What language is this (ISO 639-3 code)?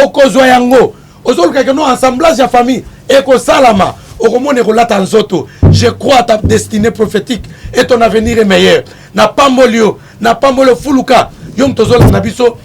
lin